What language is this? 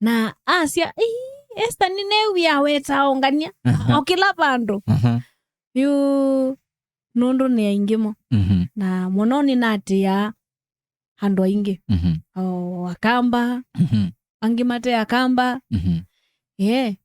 Kamba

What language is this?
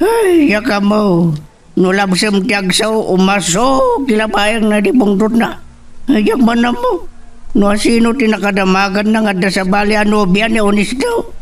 Iloko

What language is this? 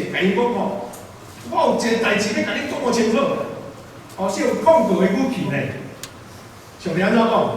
Min Nan Chinese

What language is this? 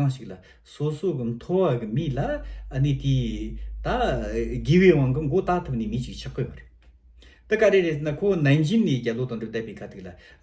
Tibetan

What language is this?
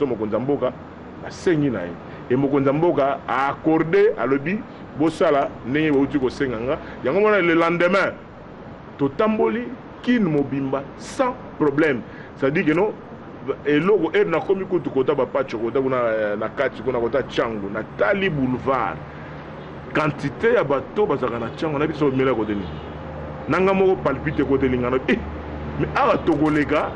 Lingala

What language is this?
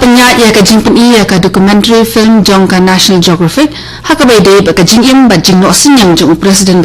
Khasi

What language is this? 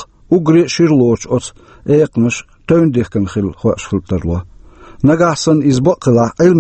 Chechen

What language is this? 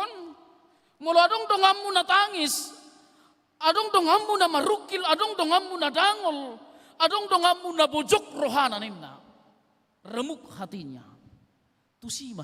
Batak Toba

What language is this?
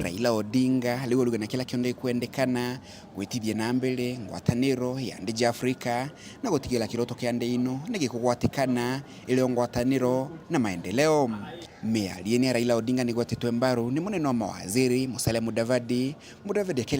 Meru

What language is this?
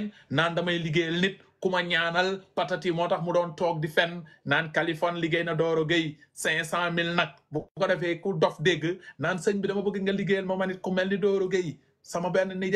Wolof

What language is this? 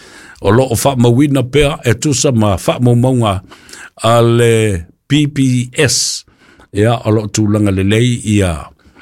Samoan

